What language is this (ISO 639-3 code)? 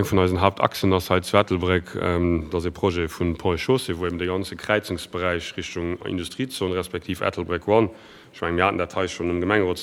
ltz